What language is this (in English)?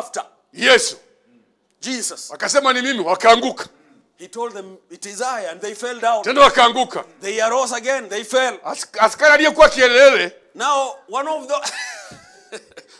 Swahili